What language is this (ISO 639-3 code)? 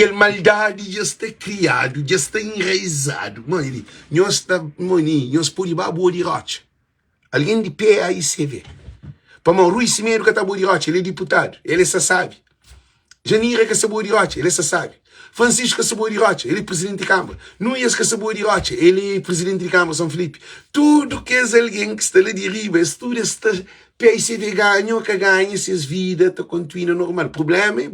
kea